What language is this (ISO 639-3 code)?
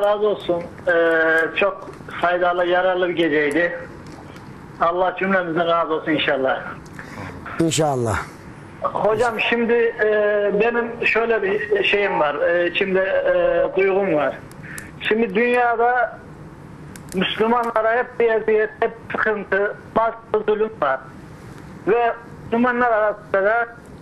tur